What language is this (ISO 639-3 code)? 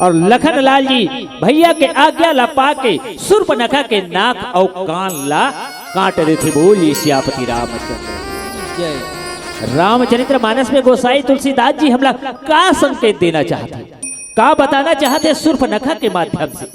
hne